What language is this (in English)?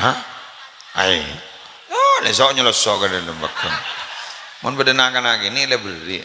Madurese